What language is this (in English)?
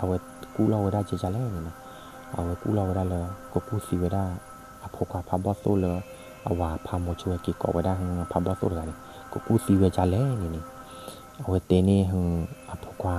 S'gaw Karen